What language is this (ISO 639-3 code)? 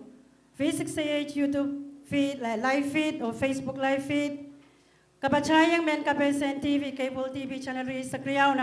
pon